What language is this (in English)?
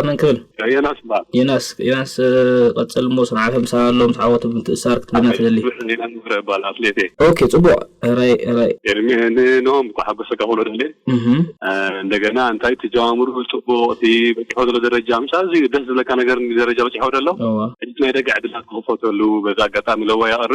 Tigrinya